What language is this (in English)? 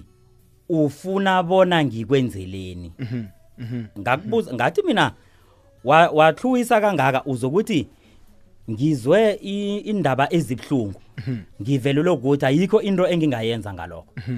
South Ndebele